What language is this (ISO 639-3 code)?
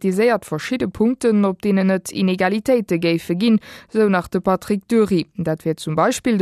ltz